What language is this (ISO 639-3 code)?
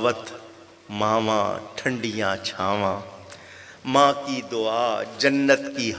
urd